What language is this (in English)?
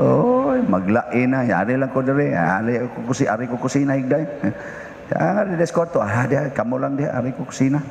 Cebuano